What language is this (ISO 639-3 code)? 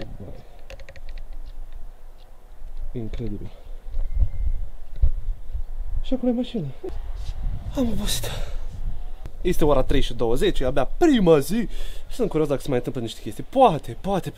ron